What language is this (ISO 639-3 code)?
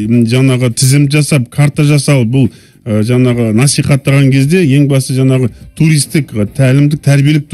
kaz